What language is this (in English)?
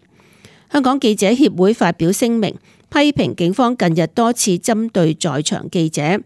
Cantonese